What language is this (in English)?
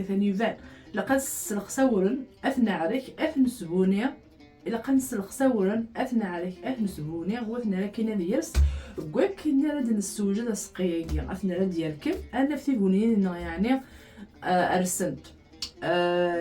Kabyle